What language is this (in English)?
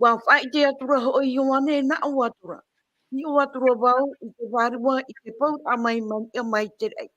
Tahitian